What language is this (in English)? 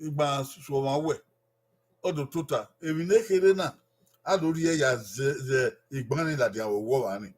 Bini